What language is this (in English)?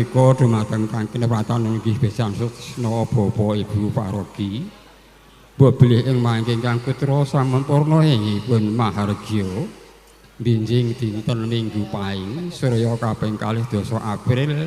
Javanese